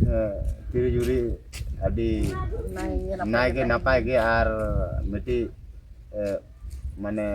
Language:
Santali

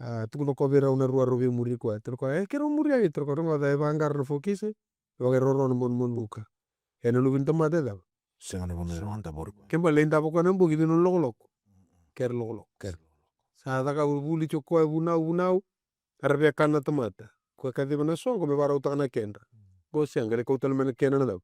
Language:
Fijian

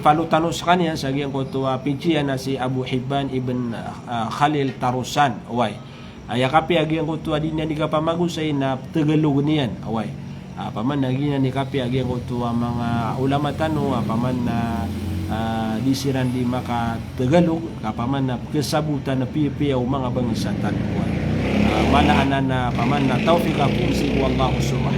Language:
Maranao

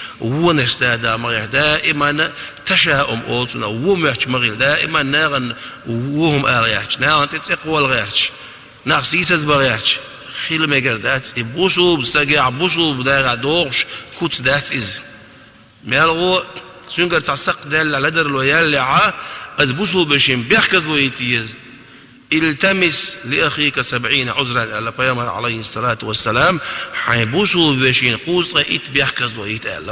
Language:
Chechen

